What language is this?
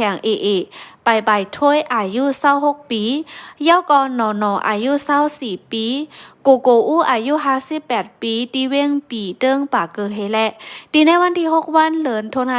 Shan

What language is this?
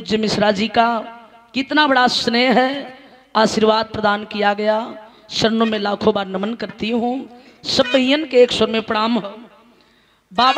Bhojpuri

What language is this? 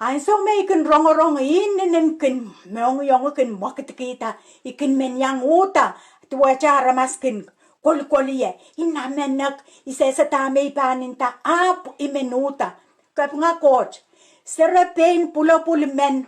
Pohnpeian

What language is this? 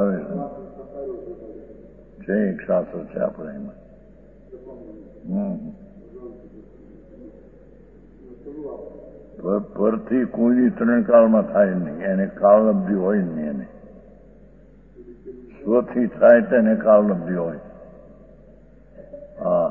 Gujarati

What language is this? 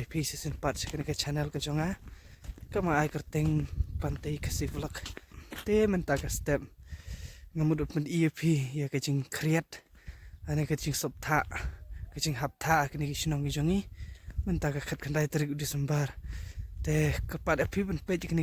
Khasi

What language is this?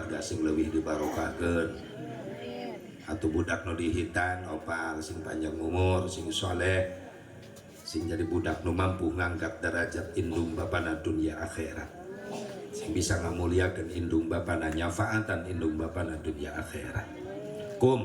Sundanese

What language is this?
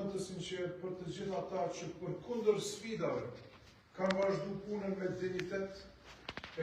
Albanian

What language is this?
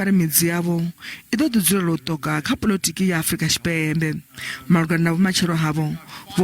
Venda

